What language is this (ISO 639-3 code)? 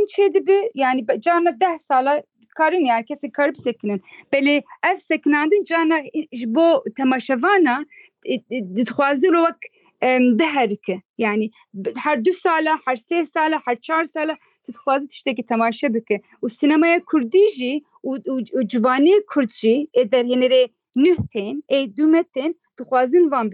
kur